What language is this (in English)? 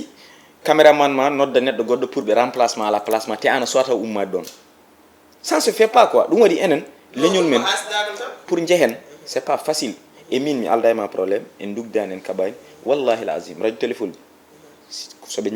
Fula